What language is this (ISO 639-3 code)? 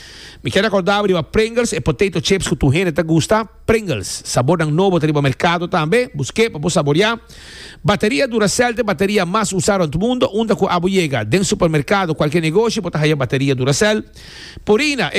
pap